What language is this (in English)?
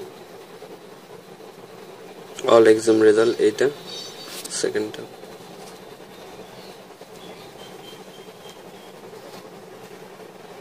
Bangla